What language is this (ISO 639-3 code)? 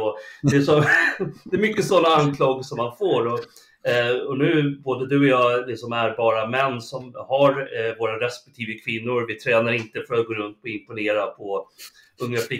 swe